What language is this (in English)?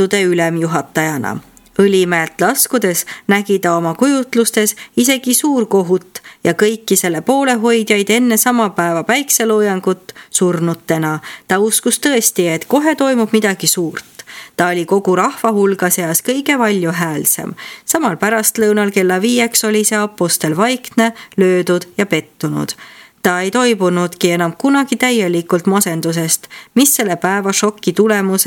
Estonian